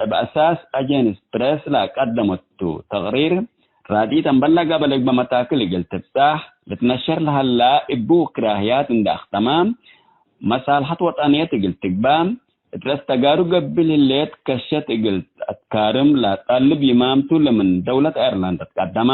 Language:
Tigre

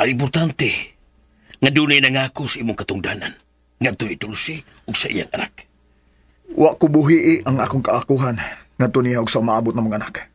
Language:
Cebuano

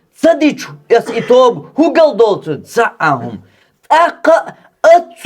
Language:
Chechen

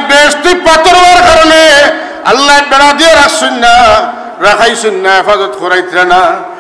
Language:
Sylheti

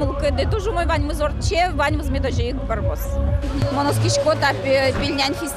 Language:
Udmurt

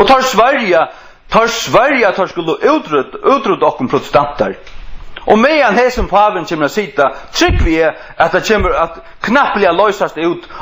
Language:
Faroese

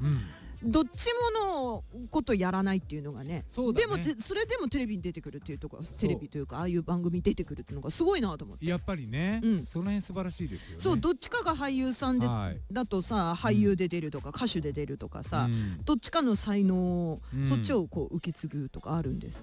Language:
Japanese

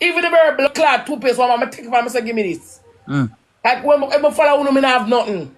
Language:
Jamaican Creole English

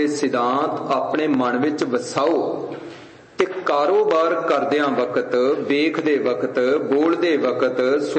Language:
Punjabi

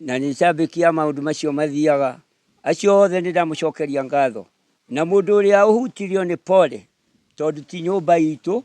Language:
Kikuyu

